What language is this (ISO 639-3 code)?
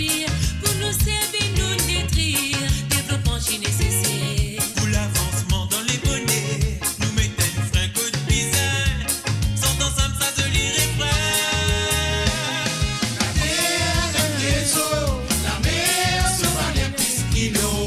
mfe